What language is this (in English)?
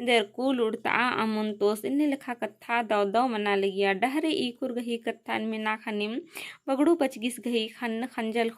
Kurukh